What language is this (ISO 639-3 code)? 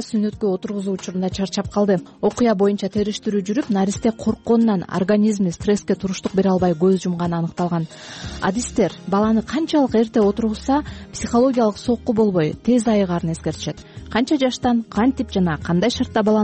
kir